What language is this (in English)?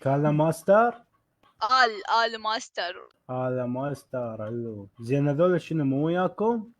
Mesopotamian Arabic